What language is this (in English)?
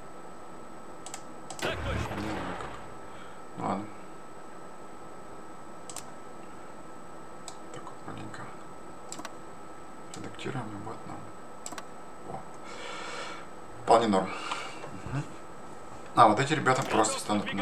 Russian